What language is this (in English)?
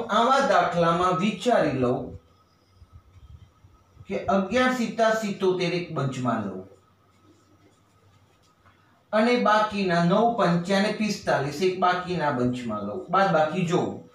Gujarati